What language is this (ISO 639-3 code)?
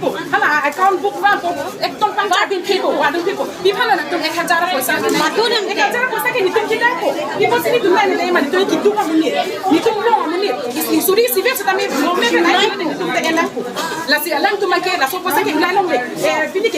mjw